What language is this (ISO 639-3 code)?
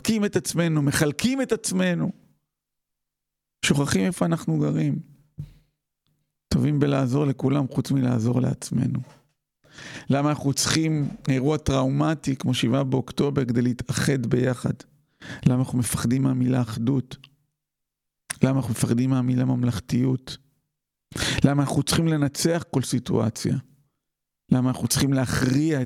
heb